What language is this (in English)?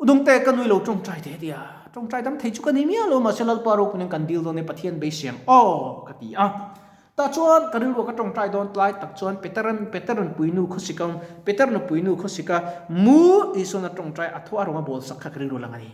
Mizo